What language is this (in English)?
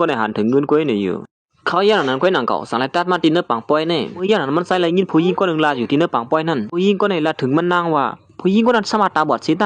Shan